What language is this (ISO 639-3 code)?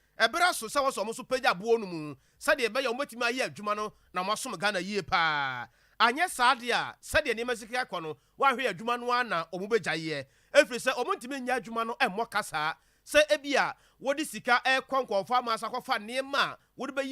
aka